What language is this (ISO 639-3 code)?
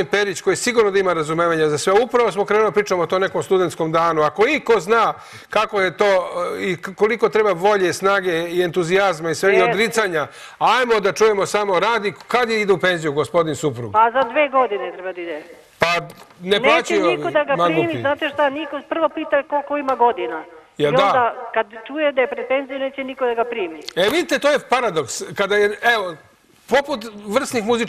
srp